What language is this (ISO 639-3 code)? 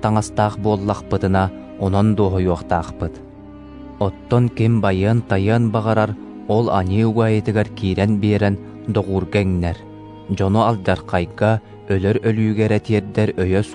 sah